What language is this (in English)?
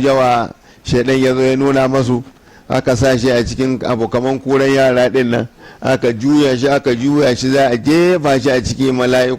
Hausa